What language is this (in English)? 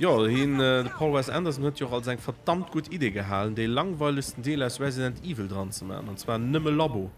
Luxembourgish